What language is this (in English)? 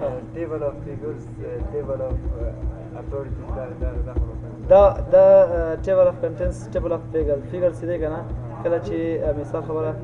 Pashto